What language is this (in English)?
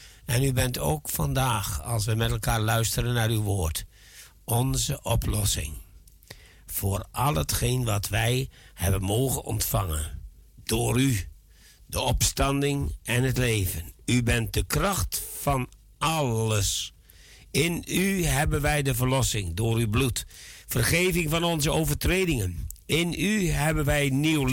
Dutch